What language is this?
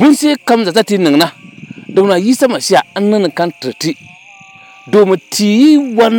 Dagbani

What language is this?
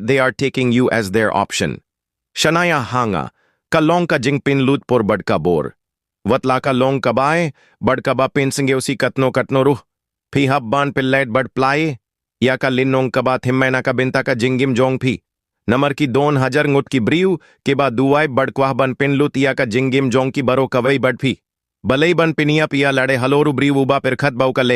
Khasi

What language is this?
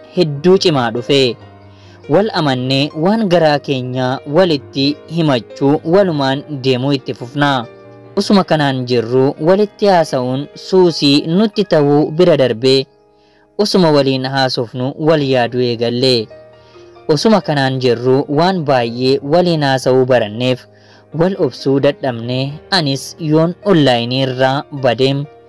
Oromo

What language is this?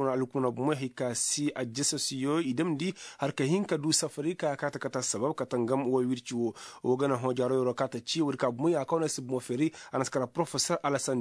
Koyraboro Senni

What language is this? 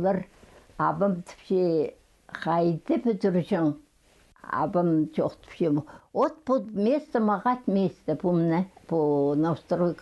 Khakas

